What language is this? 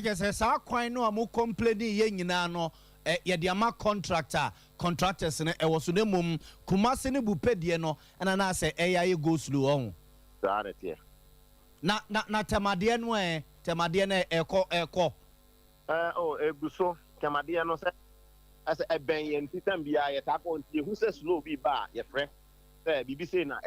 Akan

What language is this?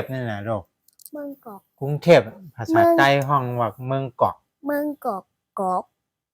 Shan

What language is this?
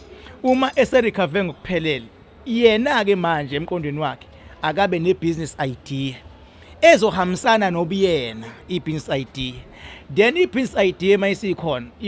Zulu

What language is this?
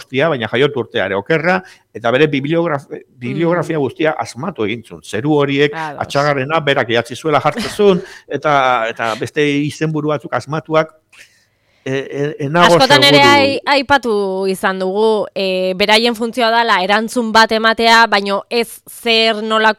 Basque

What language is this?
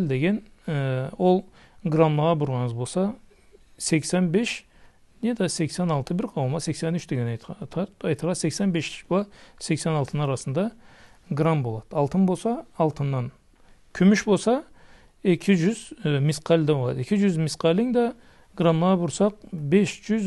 Karachay-Balkar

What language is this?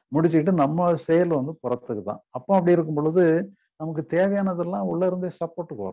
Tamil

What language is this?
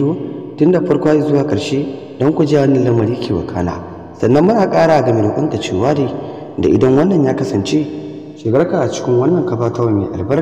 Hausa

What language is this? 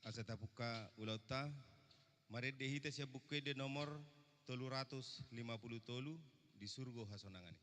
Batak Toba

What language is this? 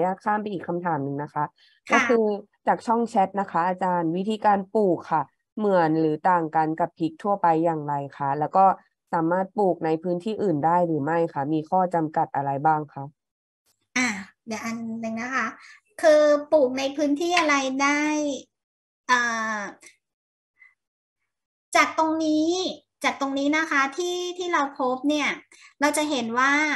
Thai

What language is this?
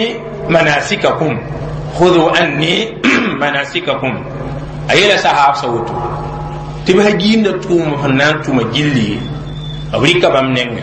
Mossi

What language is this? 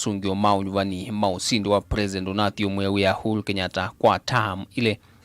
Kamba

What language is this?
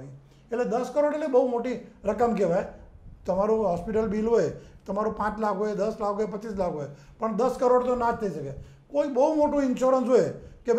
Gujarati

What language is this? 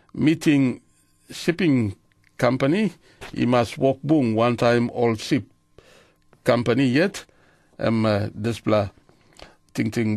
Tok Pisin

